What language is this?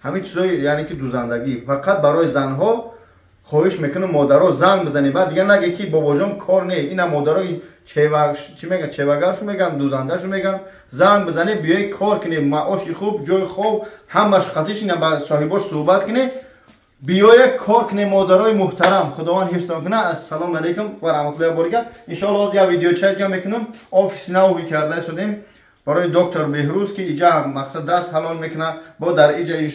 Tajik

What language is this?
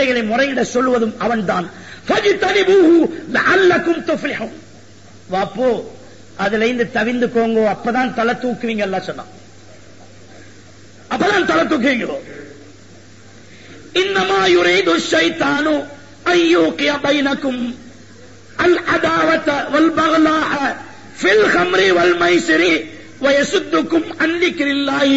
Tamil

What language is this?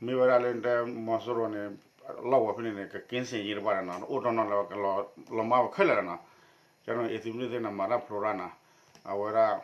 S'gaw Karen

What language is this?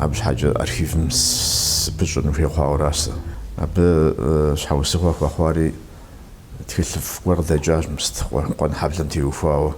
Kabardian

